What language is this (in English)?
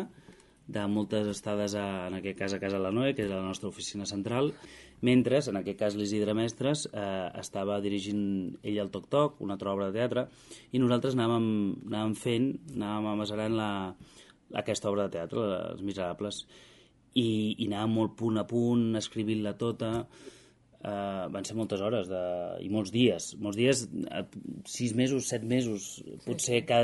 Catalan